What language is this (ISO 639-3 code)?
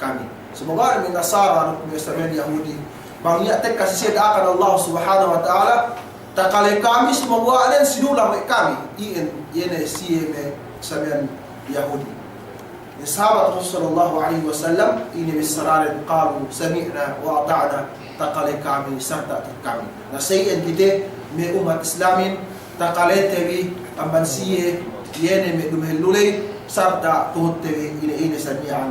yka